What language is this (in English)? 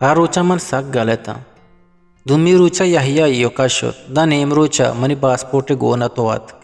Eastern Balochi